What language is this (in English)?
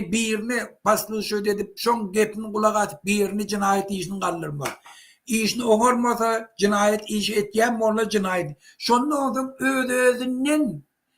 Turkmen